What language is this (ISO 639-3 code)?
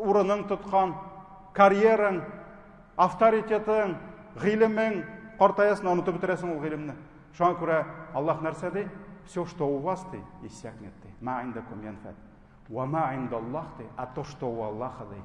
tat